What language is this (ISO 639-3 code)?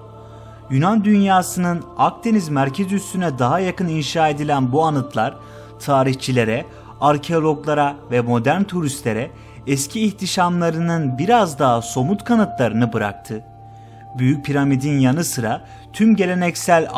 tur